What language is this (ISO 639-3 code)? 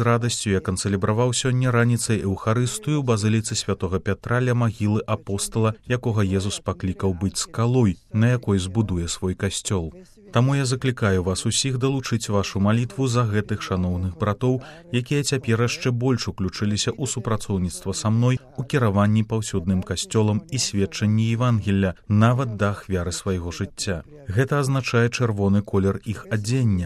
bel